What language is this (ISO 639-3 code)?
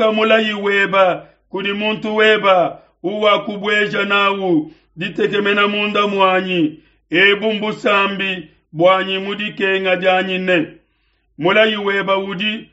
lua